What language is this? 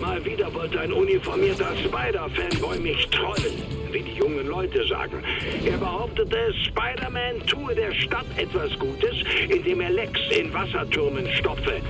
Bavarian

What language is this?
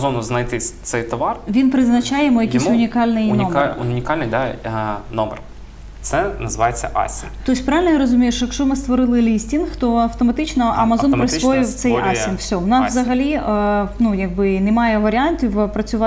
Ukrainian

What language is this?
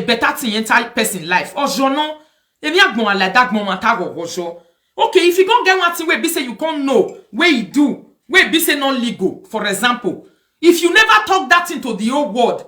Nigerian Pidgin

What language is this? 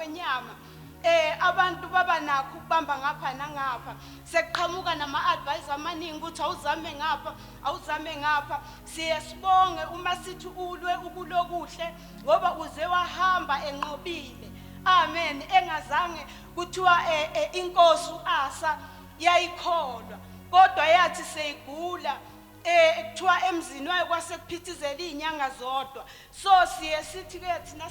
Zulu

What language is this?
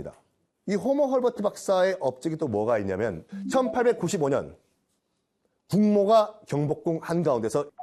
Korean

